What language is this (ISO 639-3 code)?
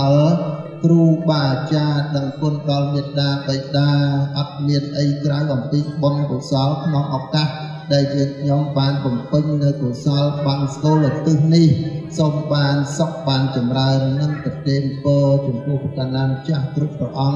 khm